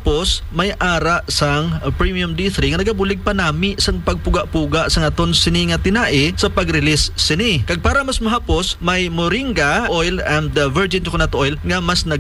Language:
Hiligaynon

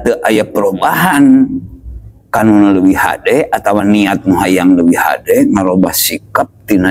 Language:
Sundanese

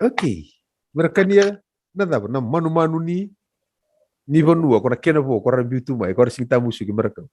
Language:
Fijian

